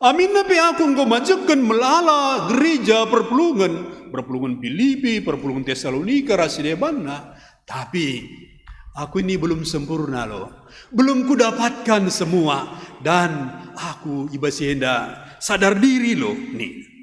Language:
Batak Karo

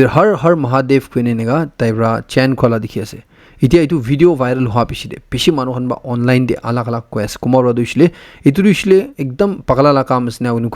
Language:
Naga Pidgin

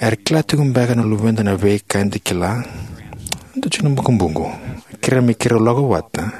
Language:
Fijian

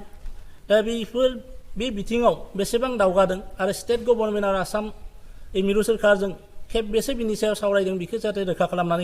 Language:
Bodo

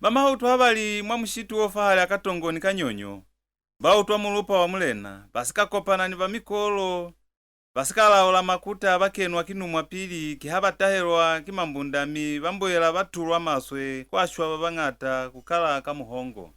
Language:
Lozi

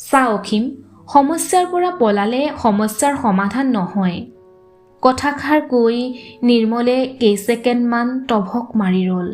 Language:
Assamese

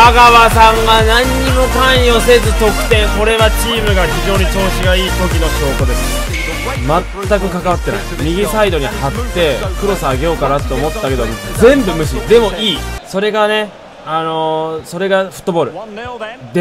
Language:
Japanese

